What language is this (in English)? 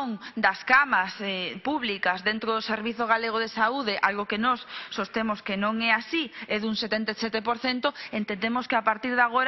Galician